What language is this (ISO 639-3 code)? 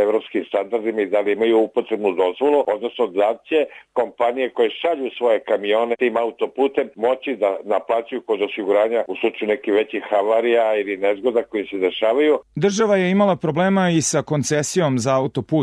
srp